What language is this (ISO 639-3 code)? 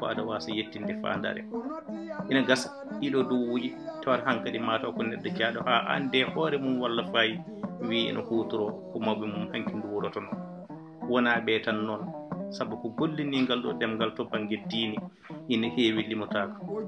ful